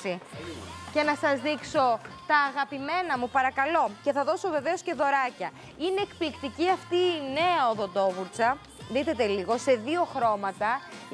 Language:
Greek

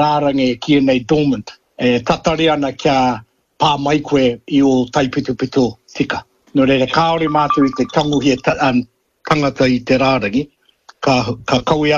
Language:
Māori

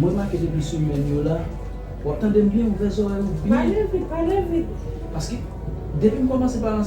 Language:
Haitian Creole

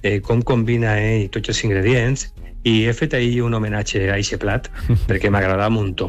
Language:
Catalan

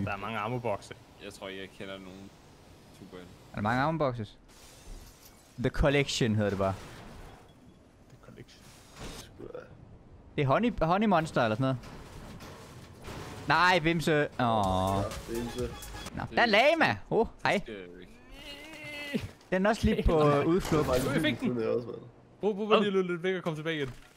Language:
Danish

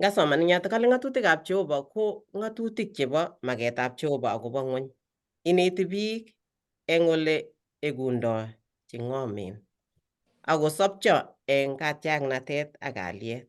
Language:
Kalenjin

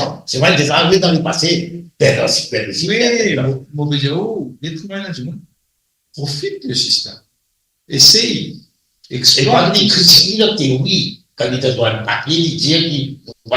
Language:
Morisyen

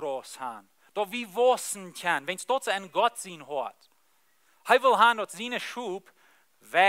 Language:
Plautdietsch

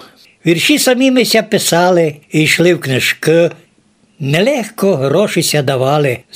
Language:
Rusyn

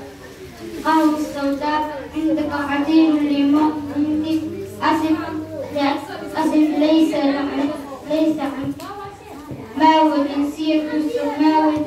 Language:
Arabic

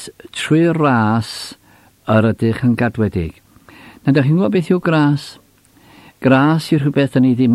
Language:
Welsh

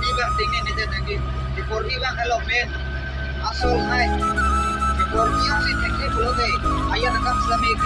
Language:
Karbi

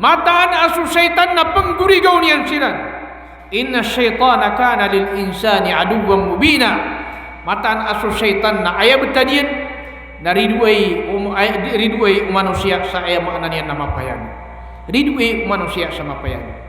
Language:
Maranao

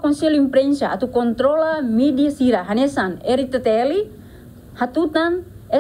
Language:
Tetum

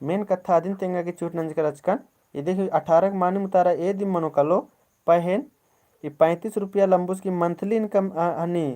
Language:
Kurukh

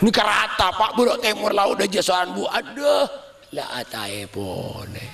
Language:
Madurese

